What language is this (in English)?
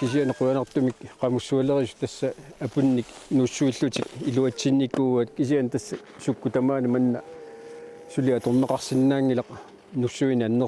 Kalaallisut